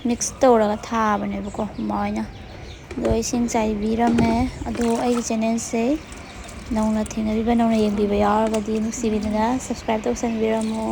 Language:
Manipuri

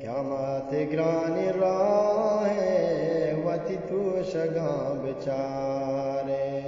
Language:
Eastern Balochi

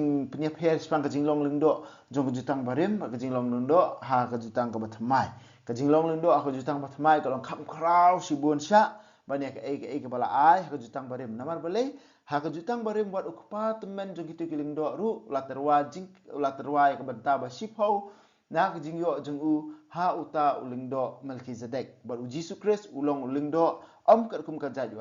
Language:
Khasi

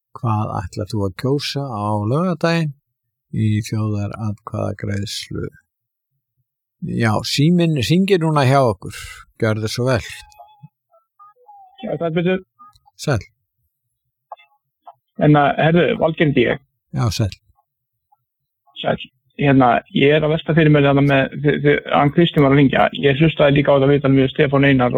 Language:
Icelandic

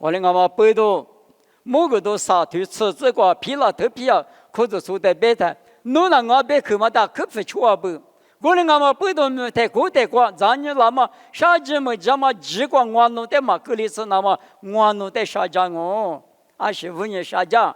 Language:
Lisu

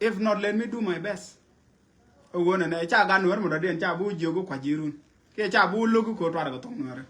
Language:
Nuer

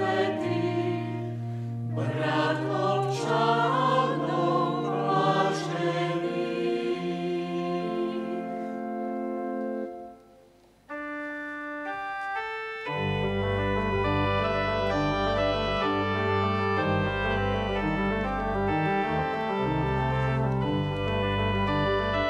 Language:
Slovak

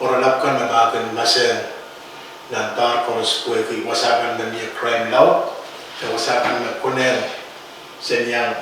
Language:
Pohnpeian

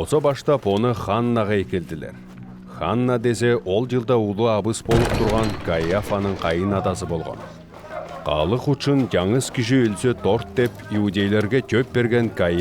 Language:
Southern Altai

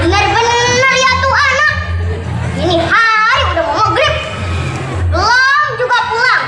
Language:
Betawi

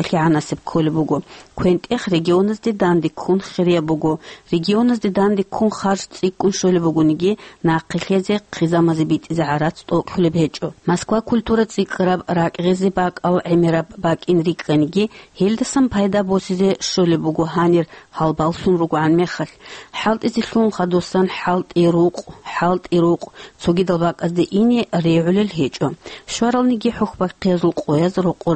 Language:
Avaric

